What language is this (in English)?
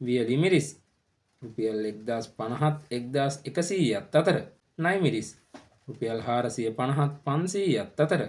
Sinhala